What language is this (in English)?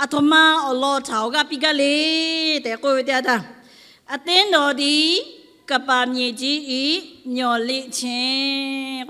Lahu